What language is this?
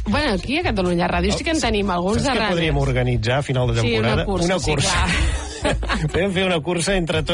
Catalan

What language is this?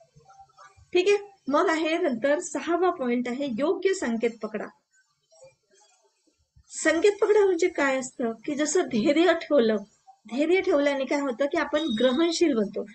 Marathi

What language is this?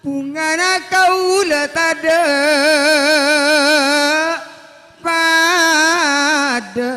Madurese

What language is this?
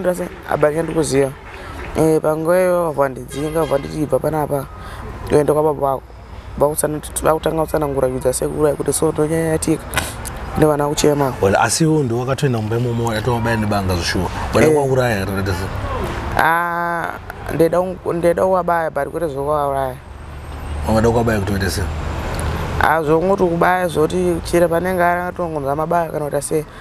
Shona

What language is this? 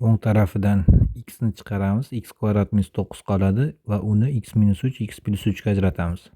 Uzbek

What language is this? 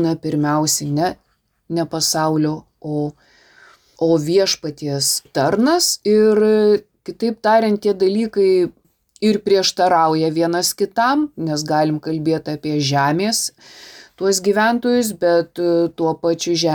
Lithuanian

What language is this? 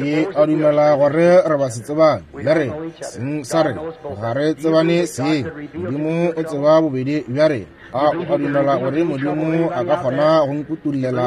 Northern Sotho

